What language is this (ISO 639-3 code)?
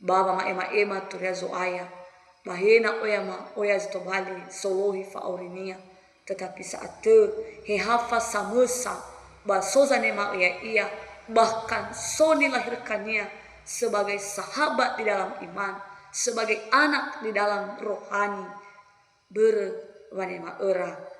nia